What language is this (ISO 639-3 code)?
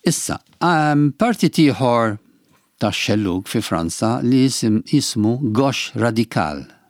mlt